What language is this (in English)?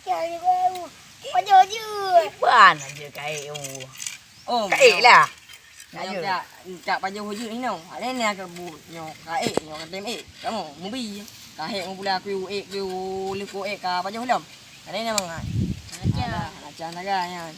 Achinese